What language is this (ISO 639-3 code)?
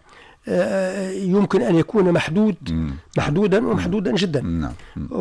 aeb